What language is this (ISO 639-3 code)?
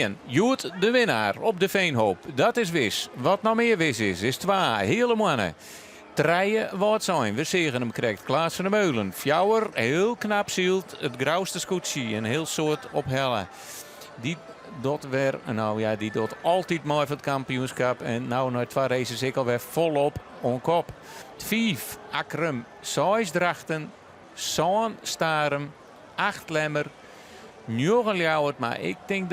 fry